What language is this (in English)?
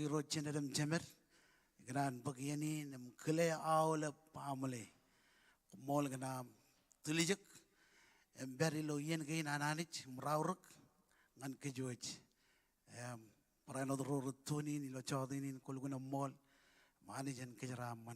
Marshallese